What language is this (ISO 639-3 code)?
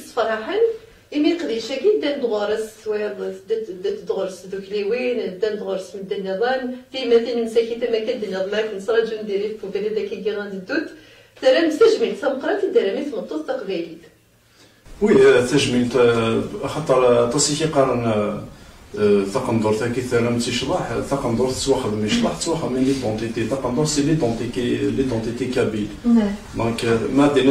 kab